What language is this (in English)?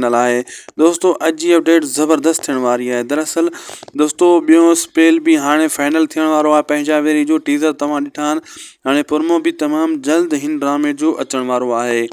Sindhi